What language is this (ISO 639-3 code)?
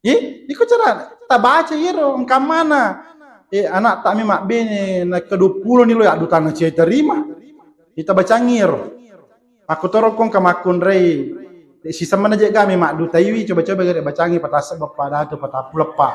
bug